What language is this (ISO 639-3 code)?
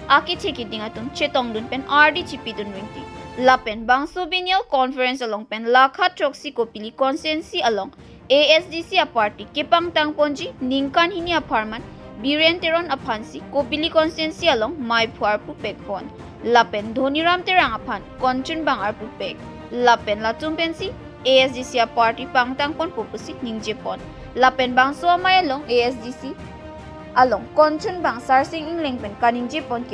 mjw